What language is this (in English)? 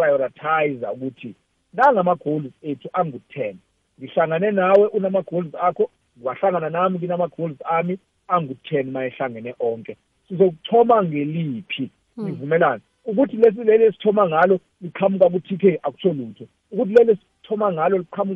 South Ndebele